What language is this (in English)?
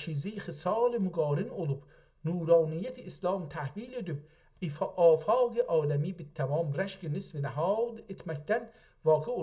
South Azerbaijani